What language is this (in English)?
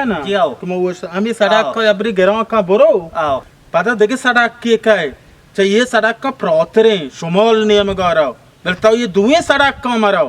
Baluchi